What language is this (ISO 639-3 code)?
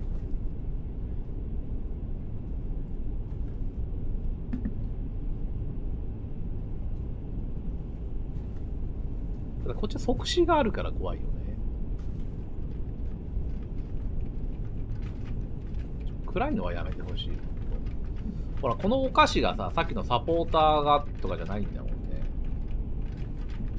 jpn